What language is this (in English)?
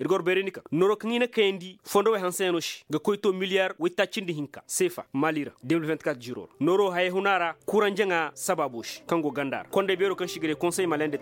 Koyraboro Senni